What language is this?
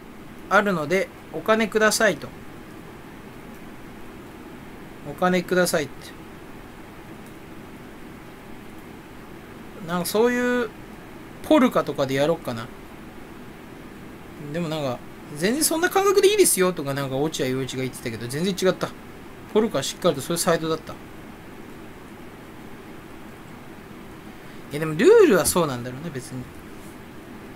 Japanese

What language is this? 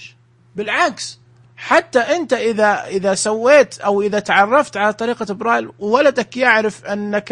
Najdi Arabic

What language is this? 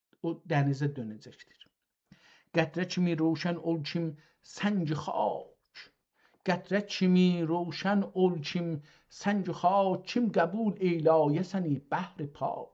South Azerbaijani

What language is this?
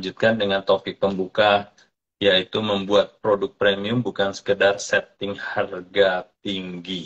Indonesian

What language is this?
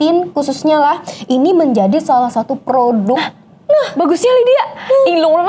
Banjar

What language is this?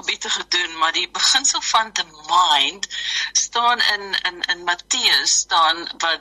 Afrikaans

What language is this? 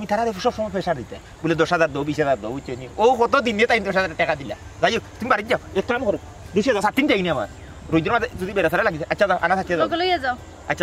Sylheti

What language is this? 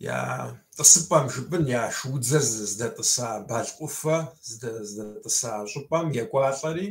Kabardian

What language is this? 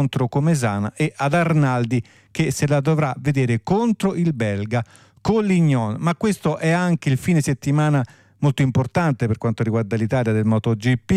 Italian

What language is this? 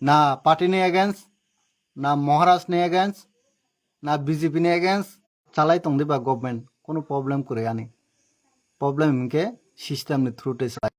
Kok Borok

